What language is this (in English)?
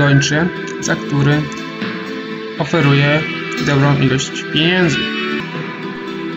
Polish